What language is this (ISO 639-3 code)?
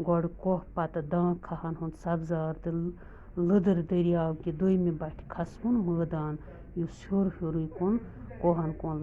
kas